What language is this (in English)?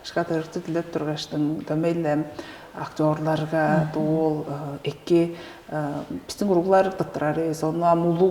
Tuvinian